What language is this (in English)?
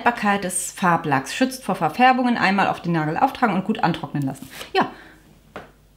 German